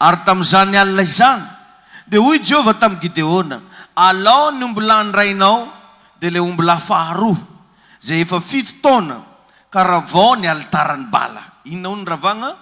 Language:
Malagasy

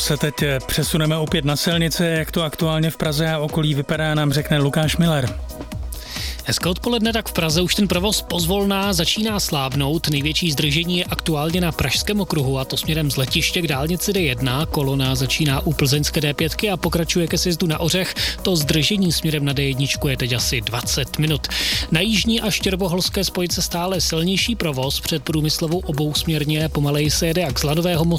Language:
Czech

